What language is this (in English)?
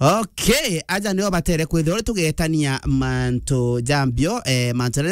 Meru